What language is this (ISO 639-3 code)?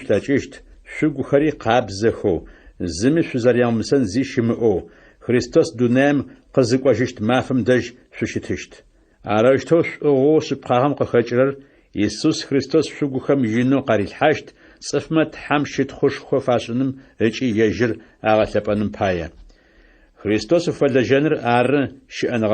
ady